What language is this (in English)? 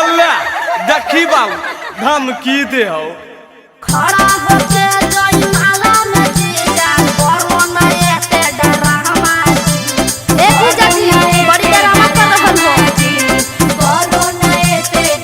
Magahi